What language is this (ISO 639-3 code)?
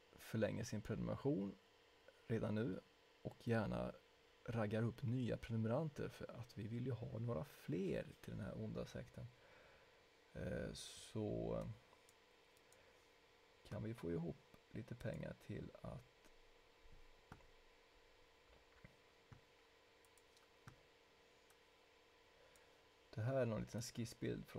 swe